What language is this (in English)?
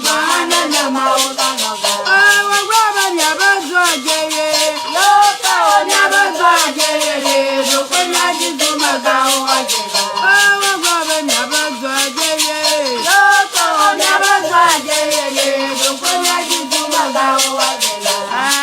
Ewe